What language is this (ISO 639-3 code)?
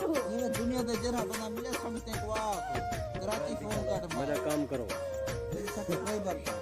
skr